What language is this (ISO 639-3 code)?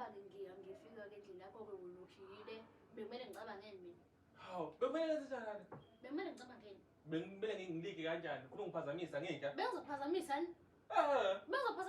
zul